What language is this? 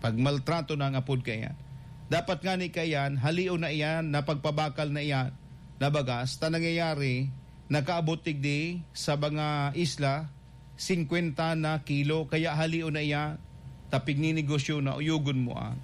Bikol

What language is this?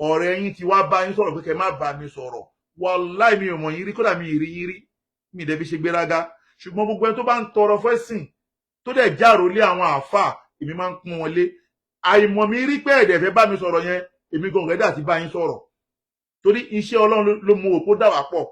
Yoruba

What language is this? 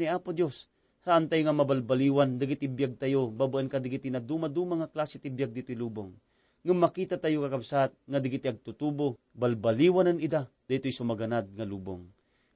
Iloko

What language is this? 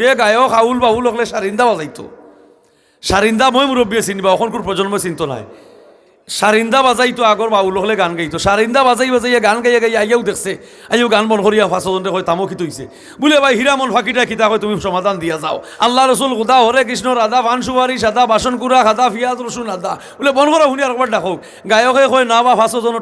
Sylheti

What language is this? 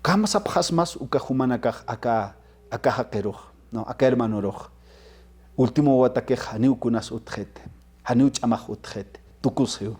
Aymara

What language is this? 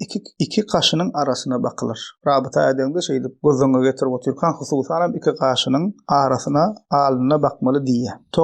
Turkmen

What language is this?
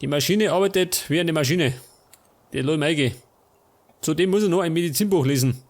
Bavarian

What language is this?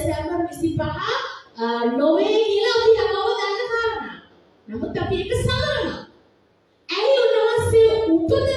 Sinhala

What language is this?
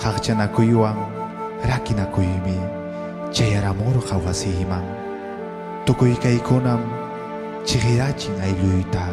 Ayacucho Quechua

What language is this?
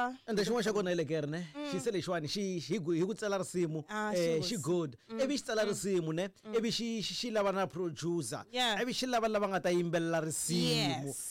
Tsonga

